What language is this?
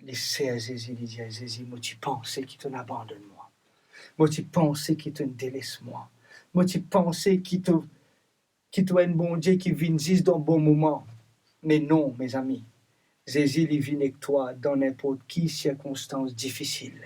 Morisyen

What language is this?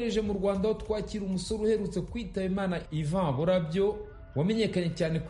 Kinyarwanda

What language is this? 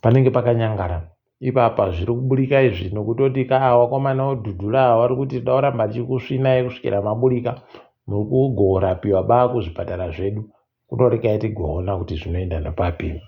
Ndau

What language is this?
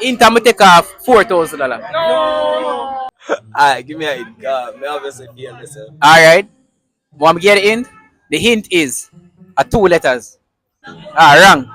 Jamaican Creole English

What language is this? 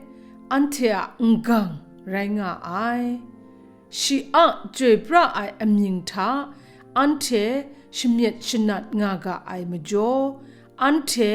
Kachin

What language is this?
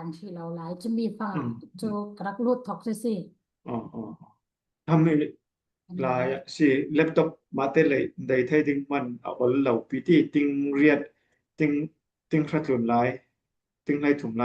Falam Chin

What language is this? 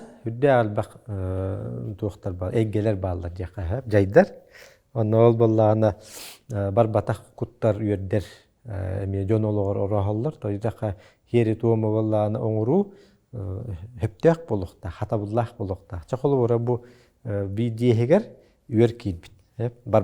Yakut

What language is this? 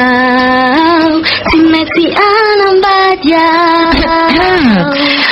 Malagasy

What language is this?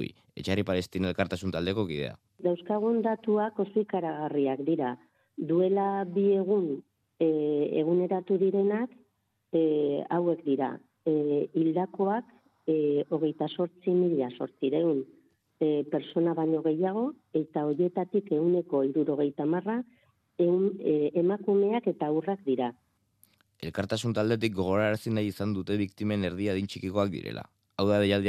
Basque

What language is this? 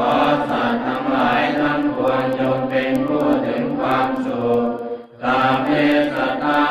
Pali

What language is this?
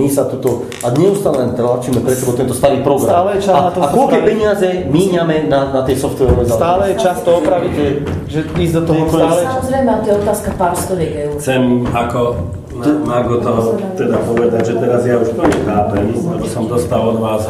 Slovak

